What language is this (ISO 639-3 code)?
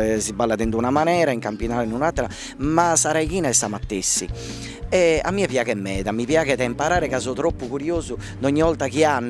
srd